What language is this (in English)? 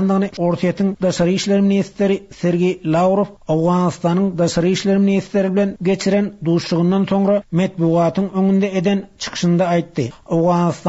Turkmen